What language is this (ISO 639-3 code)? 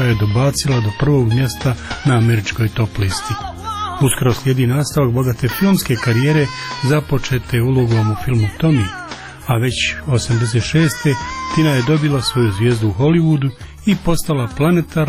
hrv